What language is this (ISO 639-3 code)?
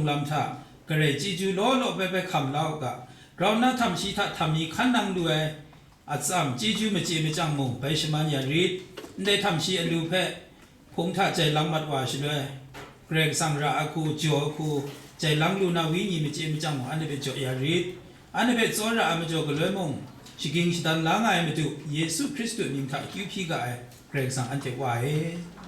kac